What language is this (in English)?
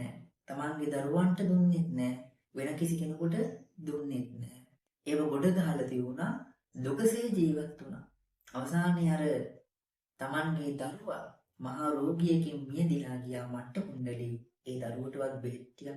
Sinhala